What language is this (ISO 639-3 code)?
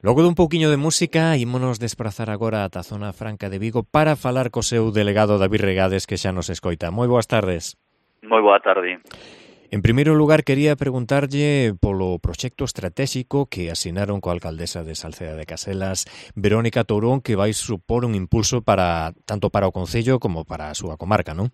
glg